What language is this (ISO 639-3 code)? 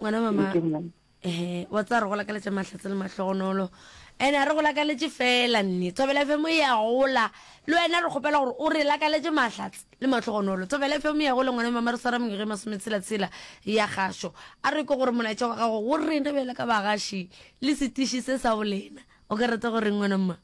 nso